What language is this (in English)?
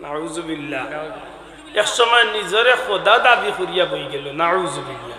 Sylheti